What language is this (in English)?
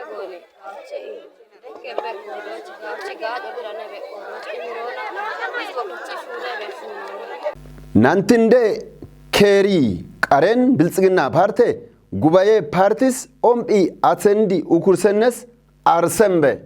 Kafa